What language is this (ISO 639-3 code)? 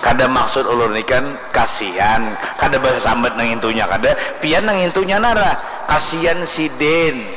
bjn